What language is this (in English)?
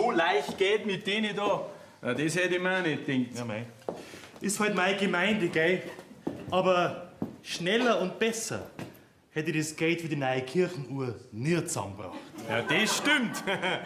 Bavarian